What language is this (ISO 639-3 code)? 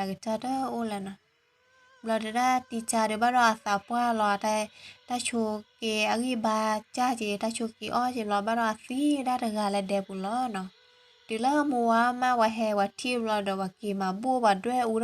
ksw